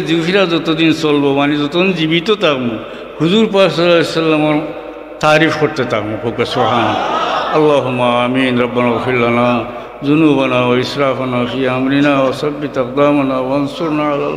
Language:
Sylheti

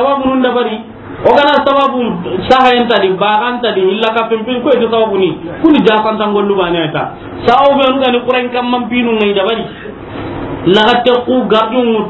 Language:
Soninke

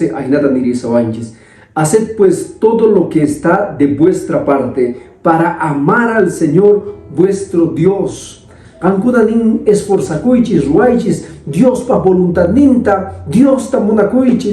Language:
Quechua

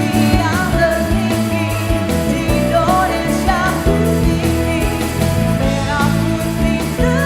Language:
Manado Malay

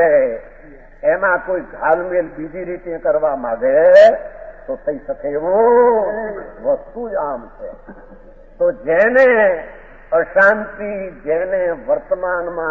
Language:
Gujarati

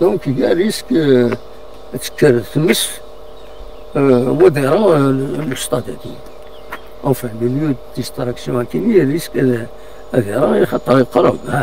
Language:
Kabyle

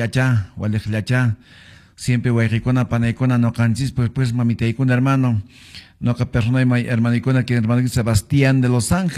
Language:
Quechua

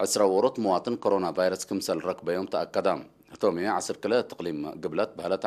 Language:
Tigre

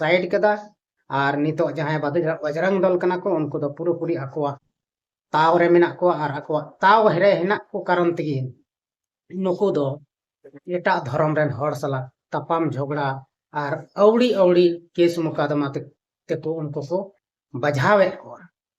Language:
Santali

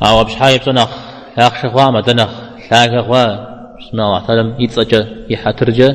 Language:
Kabardian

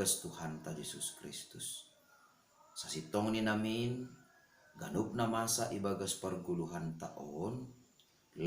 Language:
Batak Simalungun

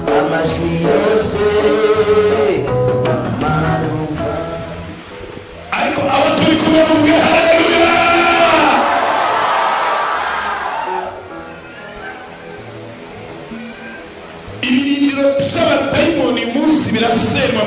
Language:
Kinyarwanda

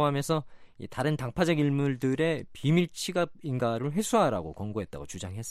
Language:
Korean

